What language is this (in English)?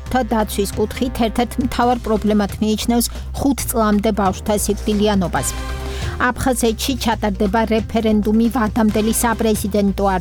Georgian